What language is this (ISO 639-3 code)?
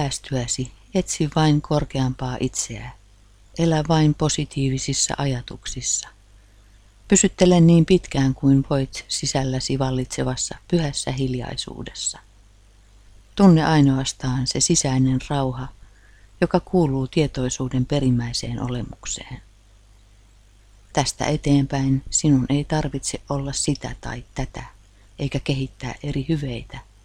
fin